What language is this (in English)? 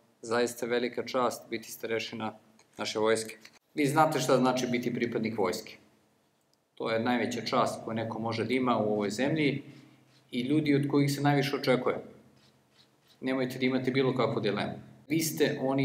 Serbian